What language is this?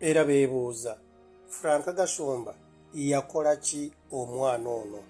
Ganda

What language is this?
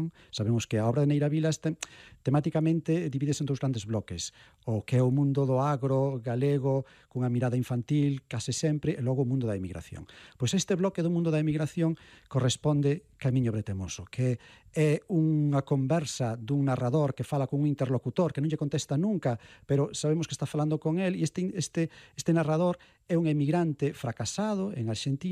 Galician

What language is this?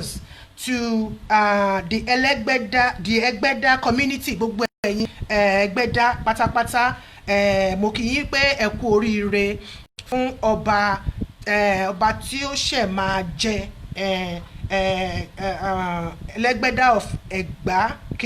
Yoruba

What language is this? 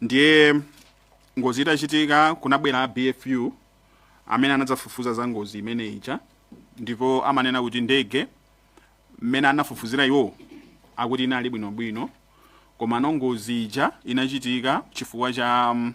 Nyanja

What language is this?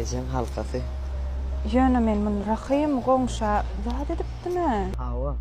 Turkmen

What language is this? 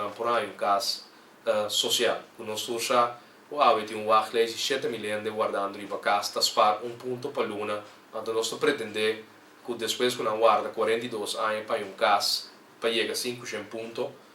Papiamento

